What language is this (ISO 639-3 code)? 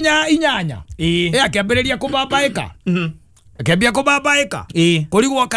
kik